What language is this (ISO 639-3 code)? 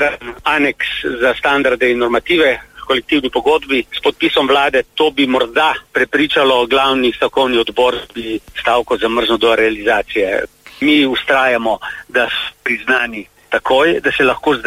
slv